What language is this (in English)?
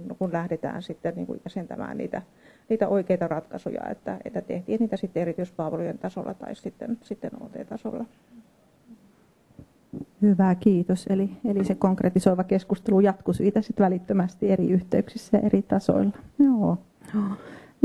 Finnish